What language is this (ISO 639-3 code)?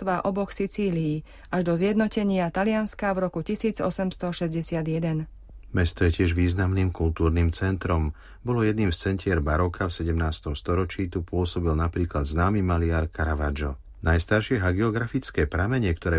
slk